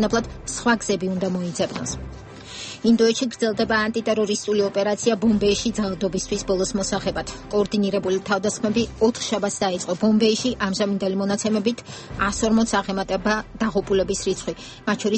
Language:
Georgian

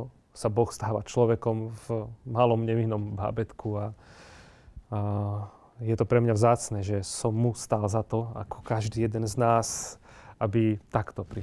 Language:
Slovak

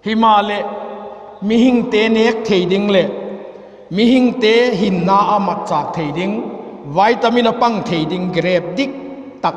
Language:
Vaiphei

